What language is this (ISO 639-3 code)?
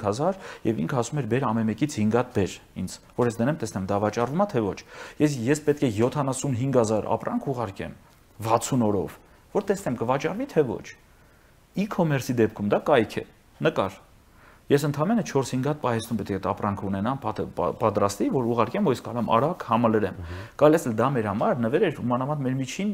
hye